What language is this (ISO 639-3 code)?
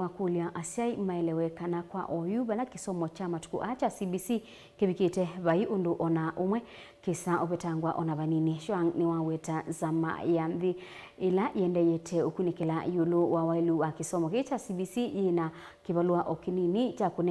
kam